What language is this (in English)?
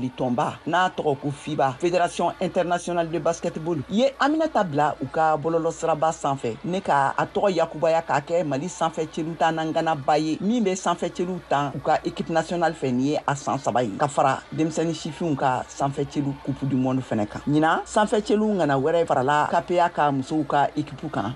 Bambara